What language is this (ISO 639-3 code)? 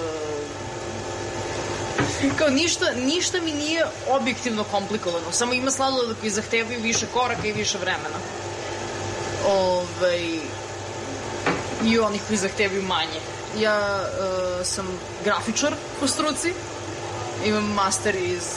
srp